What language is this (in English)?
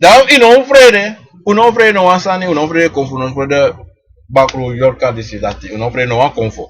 Sranan Tongo